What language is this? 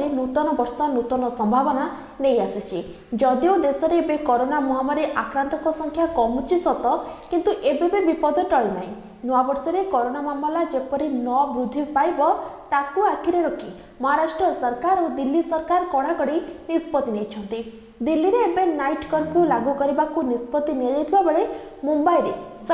Odia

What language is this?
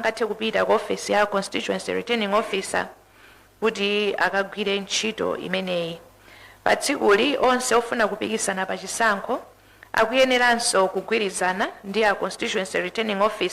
Nyanja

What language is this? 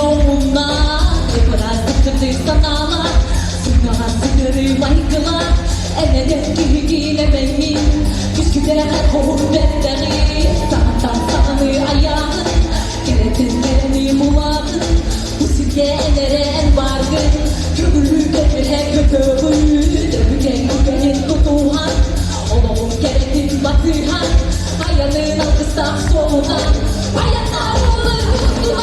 Yakut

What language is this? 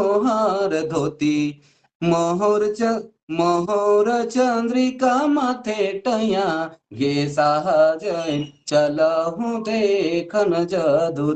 Sadri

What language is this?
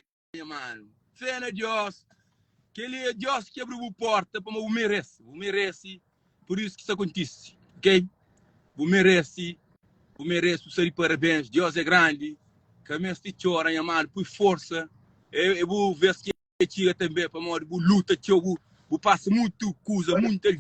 Kabuverdianu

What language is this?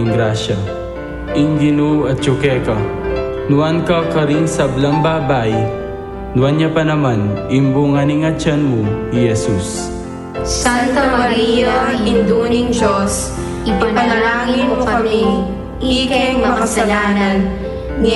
Pampanga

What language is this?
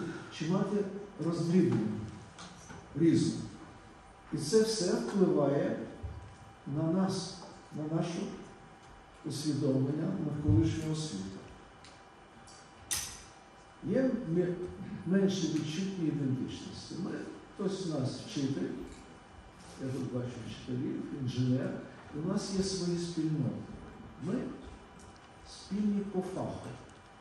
Ukrainian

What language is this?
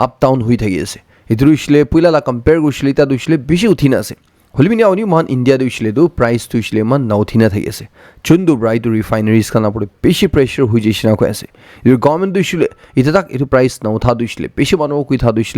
Naga Pidgin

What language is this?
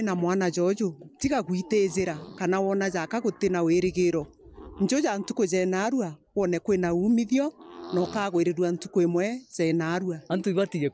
Meru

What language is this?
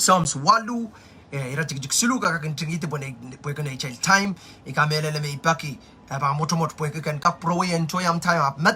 Pohnpeian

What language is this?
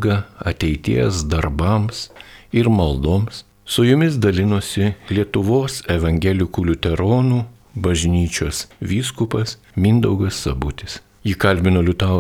Lithuanian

